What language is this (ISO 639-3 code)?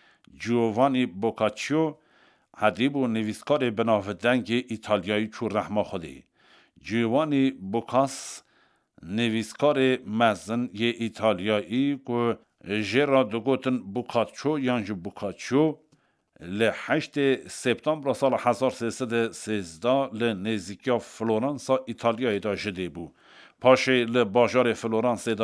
kur